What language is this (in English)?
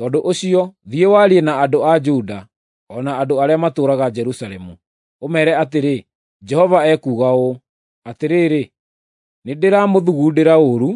Kikuyu